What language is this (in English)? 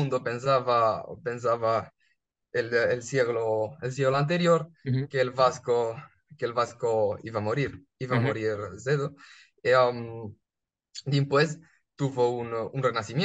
Ladino